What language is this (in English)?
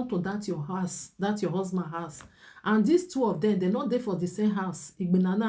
Nigerian Pidgin